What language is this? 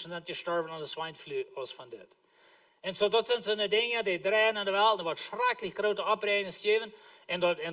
Plautdietsch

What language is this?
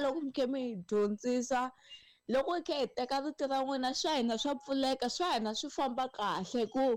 Tsonga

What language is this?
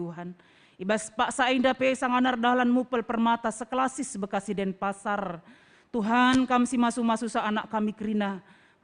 Batak Karo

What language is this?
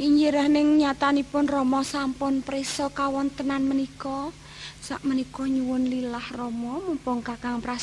Javanese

